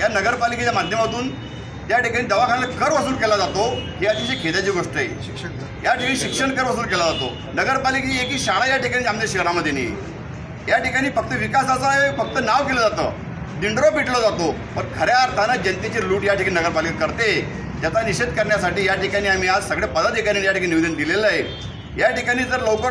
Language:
Marathi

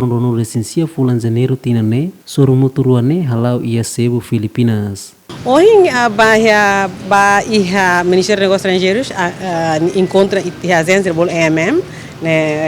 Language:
Tetum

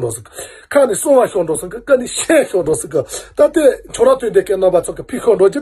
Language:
Tibetan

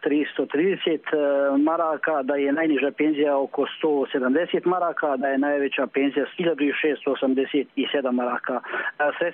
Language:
Croatian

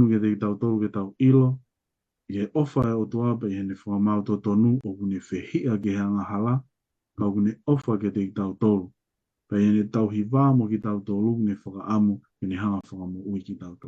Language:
Tongan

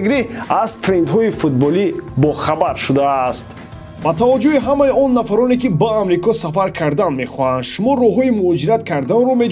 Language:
Tajik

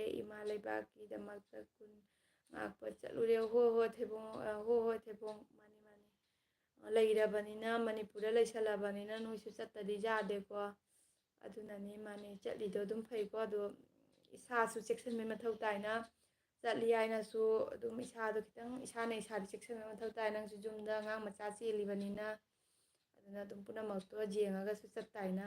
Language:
Manipuri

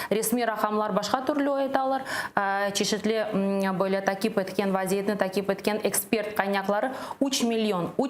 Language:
Crimean Tatar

